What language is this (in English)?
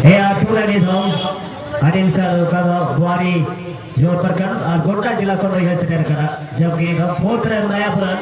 Santali